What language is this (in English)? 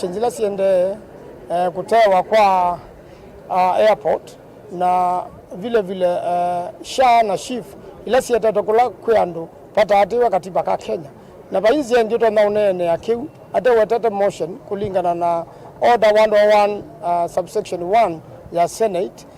Kamba